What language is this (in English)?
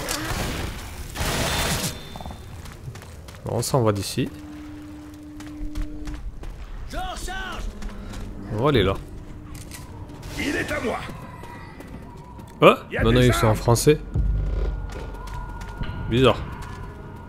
French